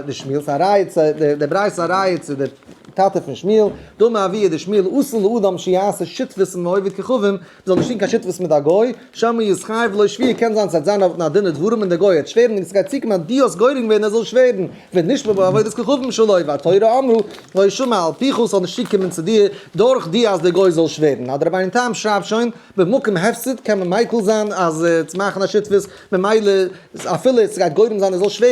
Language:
Yiddish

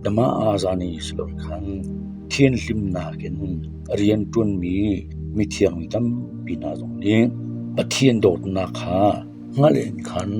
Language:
Hakha Chin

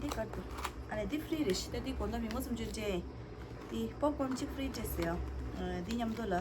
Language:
Tibetan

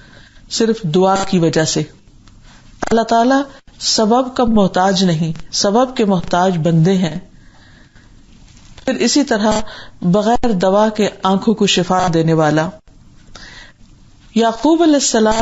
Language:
Urdu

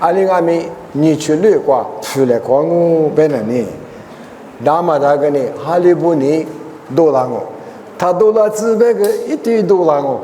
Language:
Lisu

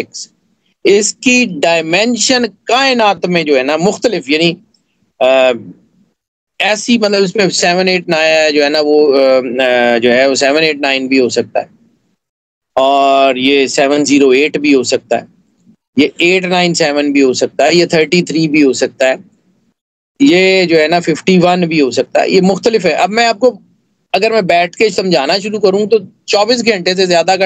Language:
Urdu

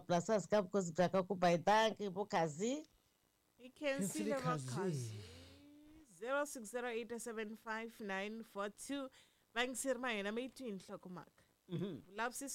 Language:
Tsonga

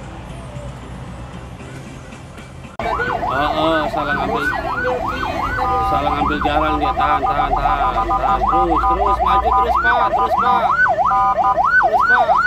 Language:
Indonesian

